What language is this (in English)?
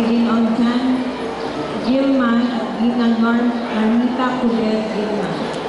Filipino